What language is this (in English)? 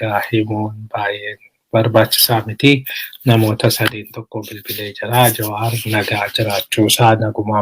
Oromo